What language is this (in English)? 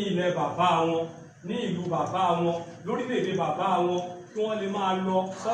Yoruba